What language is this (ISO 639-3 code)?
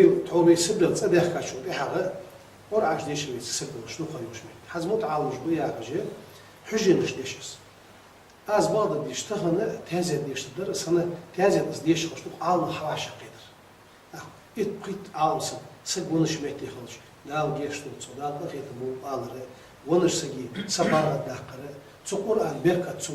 inh